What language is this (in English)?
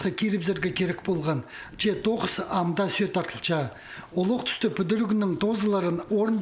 Khakas